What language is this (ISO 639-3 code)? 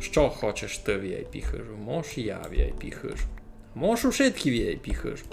rue